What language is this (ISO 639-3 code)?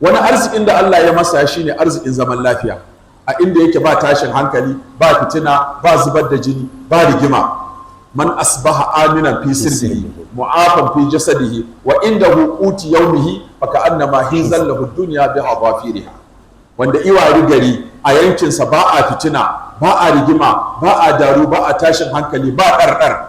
hau